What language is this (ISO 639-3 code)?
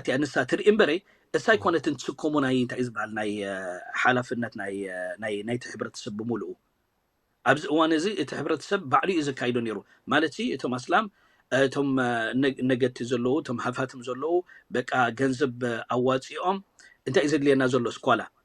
tir